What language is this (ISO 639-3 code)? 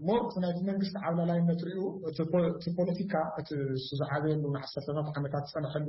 tir